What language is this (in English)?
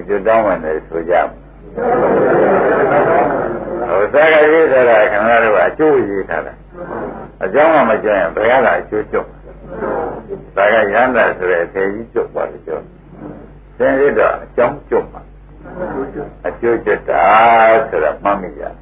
Burmese